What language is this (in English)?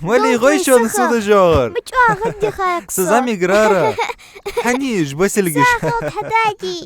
Ingush